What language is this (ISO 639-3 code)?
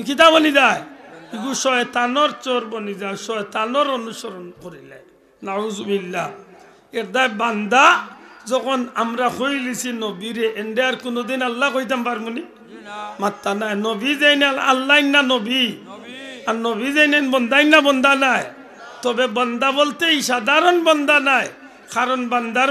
syl